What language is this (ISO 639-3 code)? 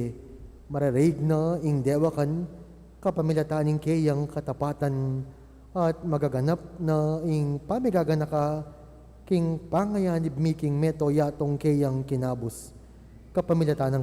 pam